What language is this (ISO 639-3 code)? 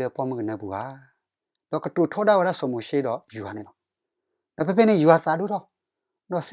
ksw